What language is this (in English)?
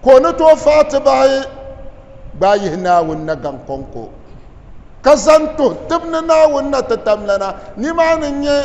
Dagbani